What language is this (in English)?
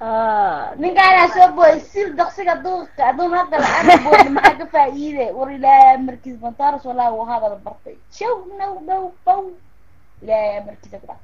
Somali